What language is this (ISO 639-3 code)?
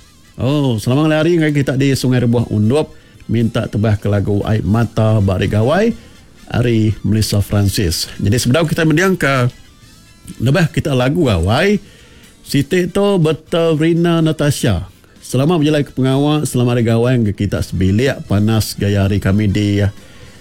iba